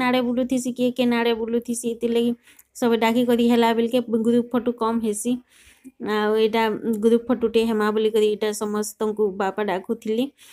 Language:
Sambalpuri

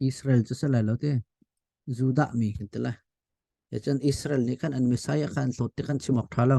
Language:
Hakha Chin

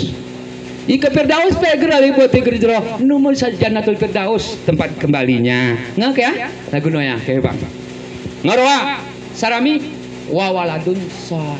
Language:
Gayo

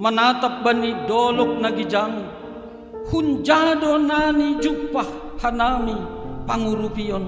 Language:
Batak Simalungun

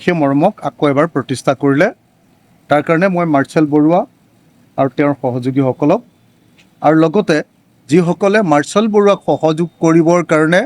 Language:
Assamese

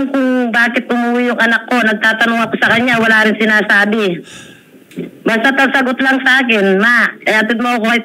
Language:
Filipino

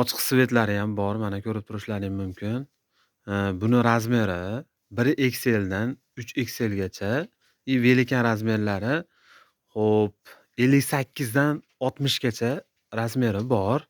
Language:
Uzbek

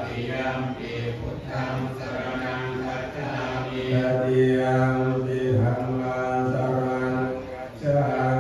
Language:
Pali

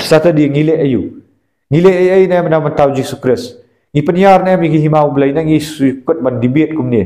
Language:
Khasi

